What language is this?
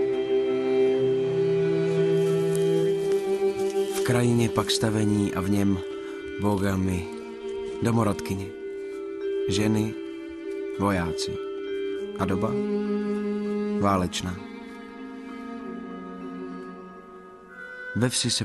Czech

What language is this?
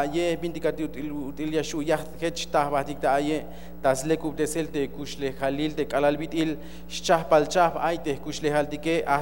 Tzeltal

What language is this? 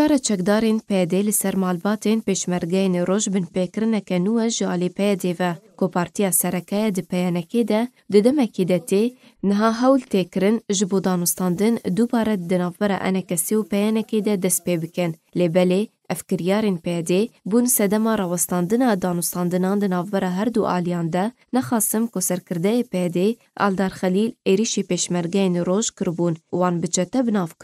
Kurdish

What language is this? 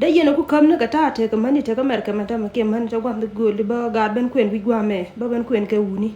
Nuer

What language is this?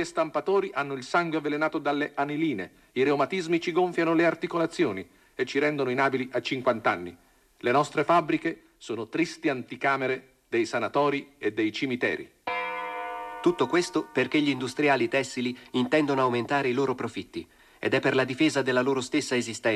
Italian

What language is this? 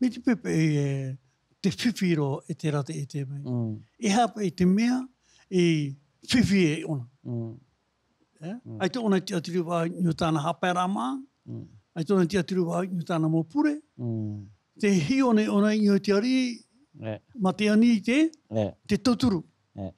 Tahitian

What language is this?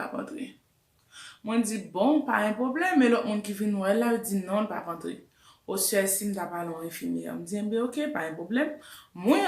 Haitian Creole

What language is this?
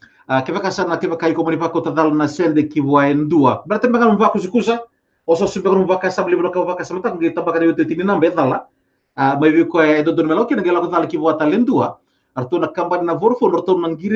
Fijian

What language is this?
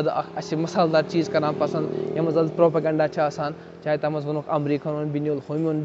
Kashmiri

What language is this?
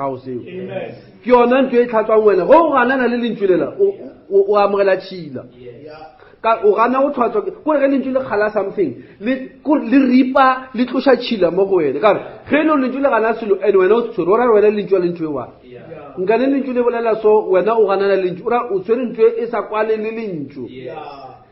Northern Sotho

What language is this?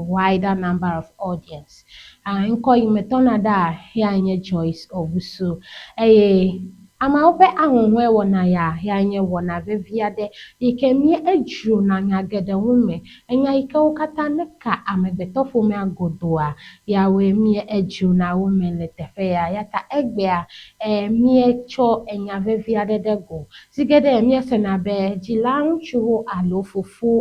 Ewe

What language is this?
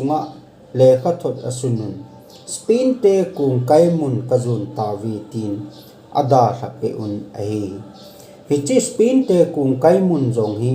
Thado Chin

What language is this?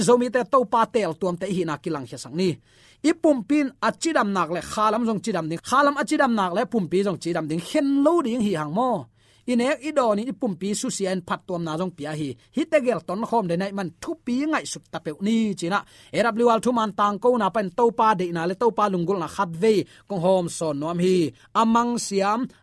Tedim Chin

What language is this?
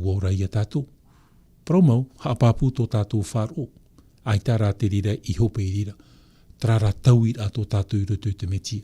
Tahitian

